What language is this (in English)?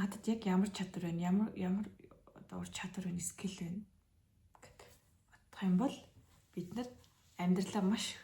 Mongolian